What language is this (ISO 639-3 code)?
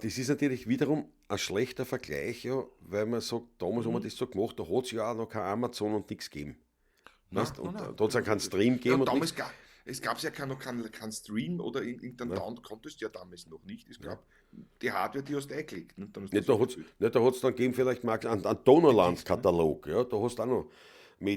bar